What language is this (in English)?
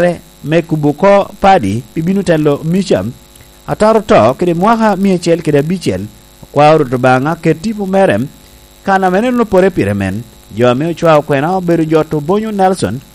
Lango (Uganda)